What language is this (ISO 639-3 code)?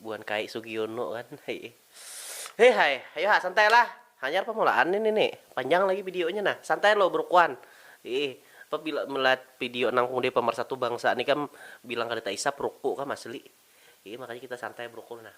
bjn